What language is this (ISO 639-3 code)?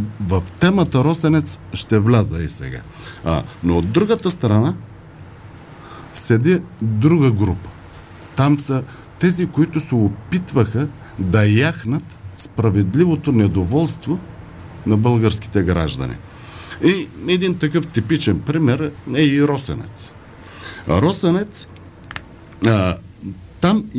bul